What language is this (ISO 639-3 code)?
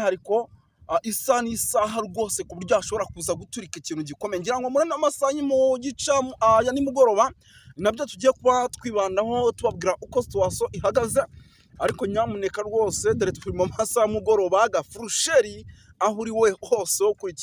kin